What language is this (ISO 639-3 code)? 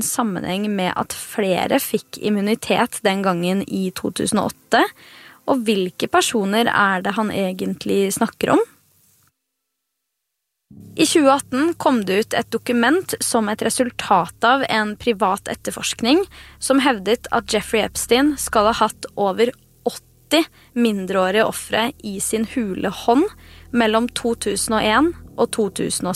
nor